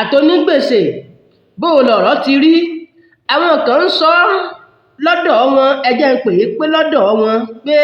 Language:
Yoruba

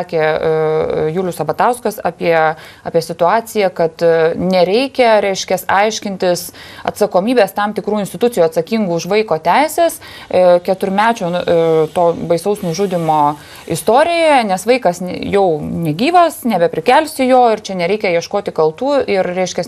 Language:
Lithuanian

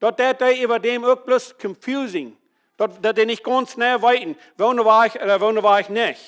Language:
Plautdietsch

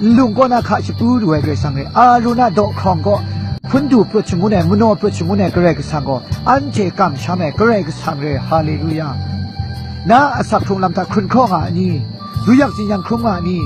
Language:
Kachin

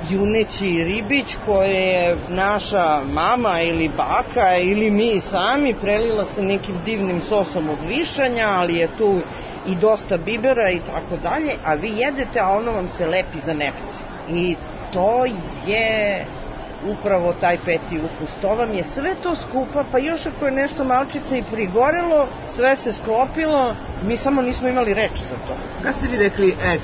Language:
Serbian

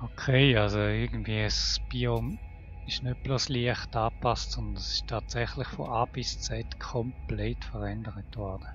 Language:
Swiss German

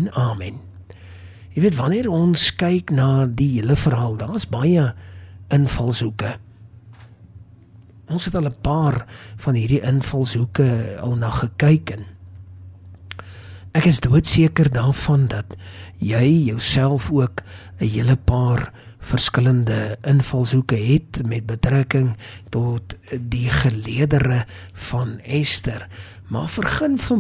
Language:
Afrikaans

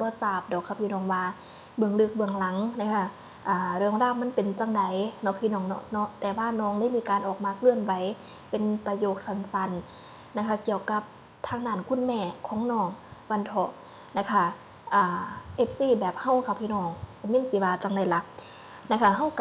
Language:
Northeastern Thai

